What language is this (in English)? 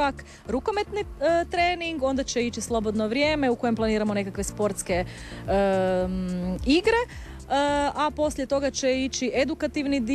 Croatian